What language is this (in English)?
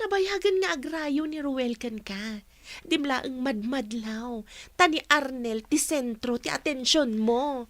Iloko